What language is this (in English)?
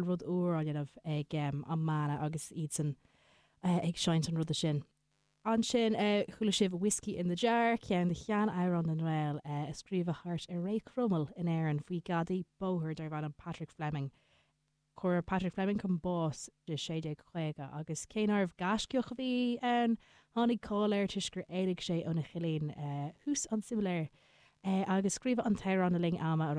Irish